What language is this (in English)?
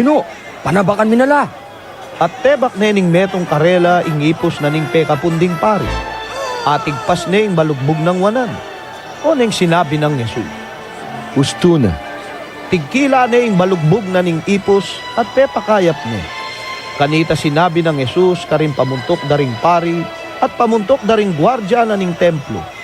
Pampanga